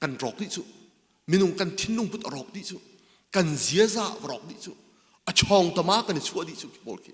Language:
Hakha Chin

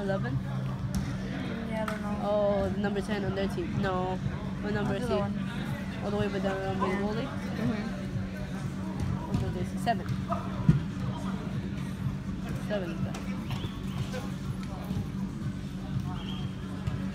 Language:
English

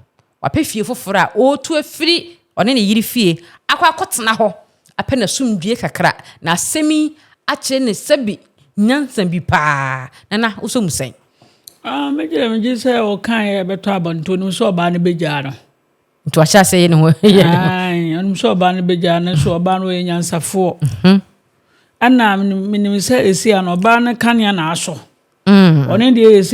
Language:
Akan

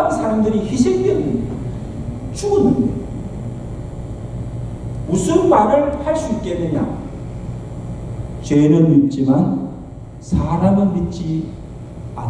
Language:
Korean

